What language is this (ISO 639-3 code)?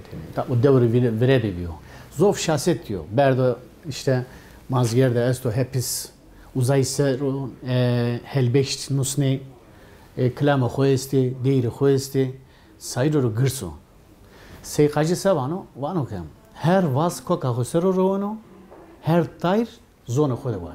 zza